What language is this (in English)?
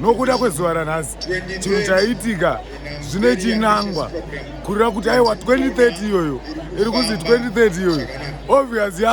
Shona